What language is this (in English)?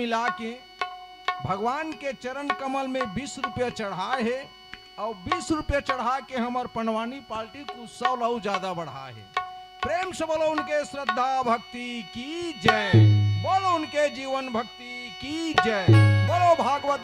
Chhattisgarhi